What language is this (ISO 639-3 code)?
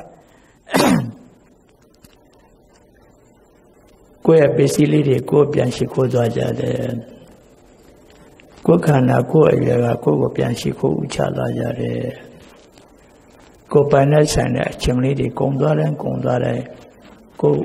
mya